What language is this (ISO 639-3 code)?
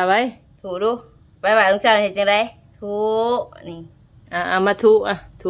tts